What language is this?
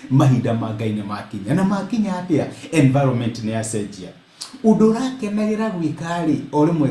Kikuyu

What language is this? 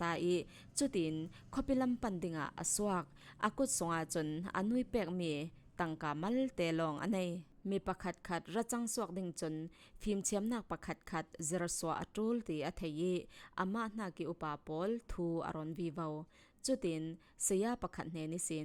Falam Chin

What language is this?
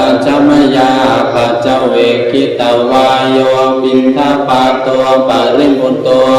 Pali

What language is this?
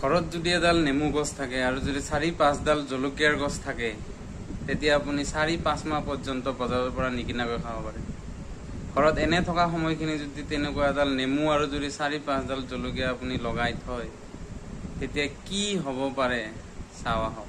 Assamese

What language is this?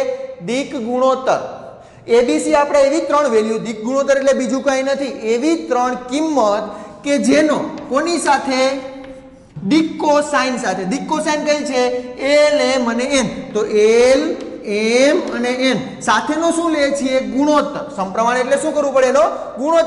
Gujarati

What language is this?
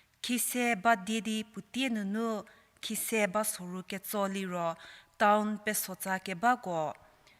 Angami Naga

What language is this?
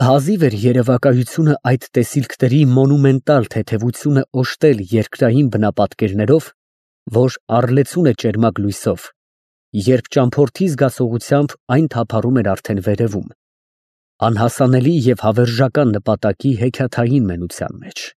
Armenian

